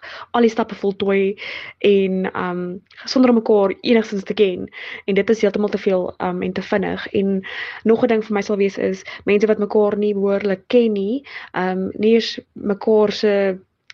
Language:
Afrikaans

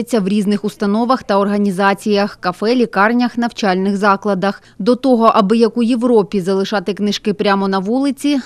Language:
Ukrainian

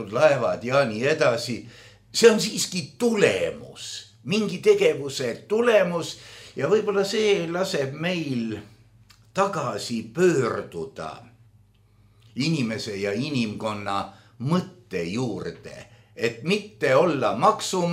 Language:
Estonian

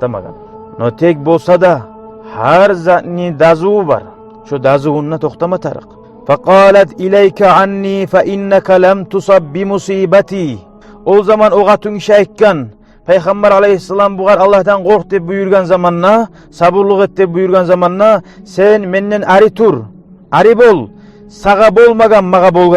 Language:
Kumyk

